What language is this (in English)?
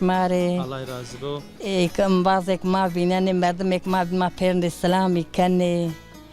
Zaza